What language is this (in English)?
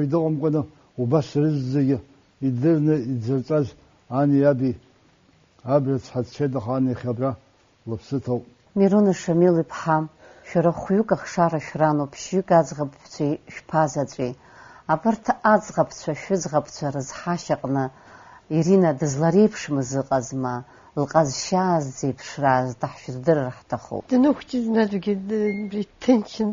Abkhazian